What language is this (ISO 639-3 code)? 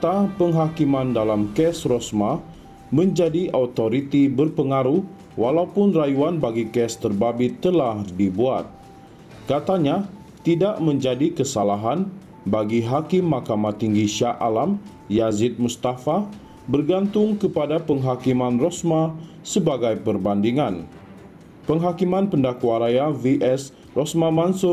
msa